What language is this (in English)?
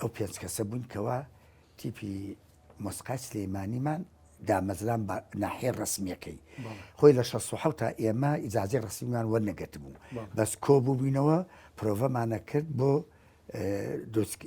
Central Kurdish